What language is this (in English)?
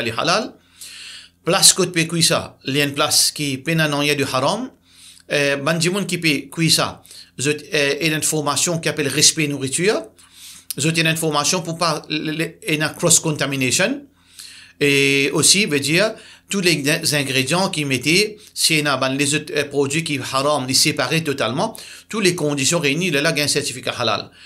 Morisyen